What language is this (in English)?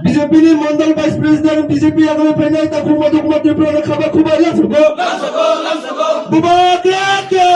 Kok Borok